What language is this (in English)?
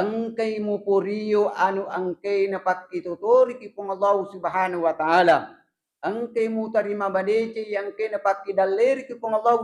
Buginese